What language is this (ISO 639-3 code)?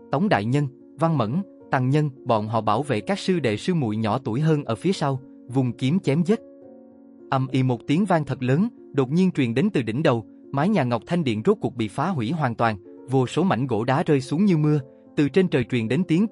vie